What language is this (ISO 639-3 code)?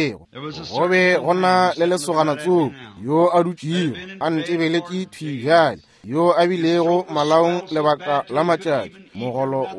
nso